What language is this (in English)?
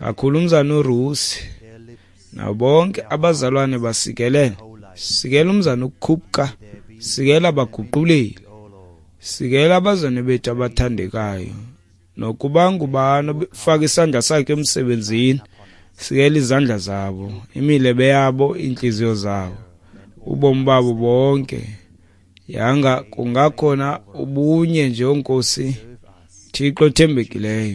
Xhosa